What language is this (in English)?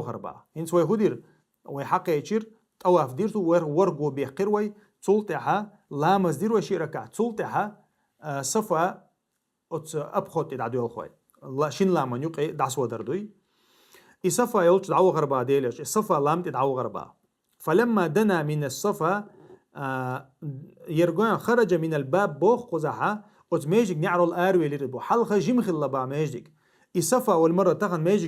Chechen